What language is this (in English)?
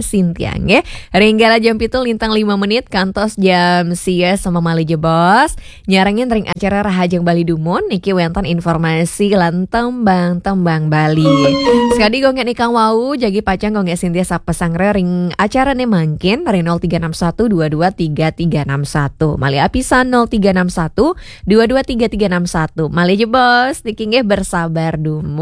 Balinese